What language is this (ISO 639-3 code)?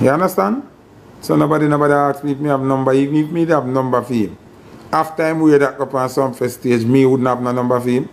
jam